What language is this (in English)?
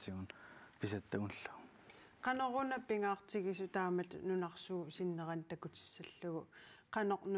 Kalaallisut